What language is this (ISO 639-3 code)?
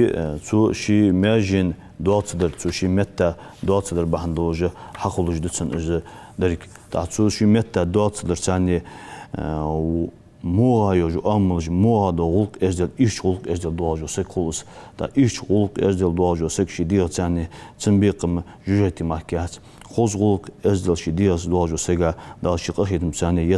inh